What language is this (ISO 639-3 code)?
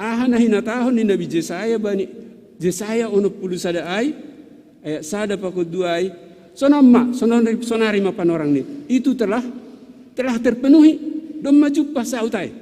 bts